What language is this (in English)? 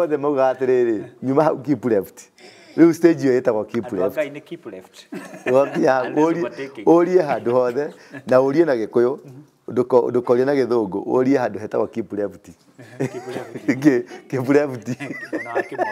Kikuyu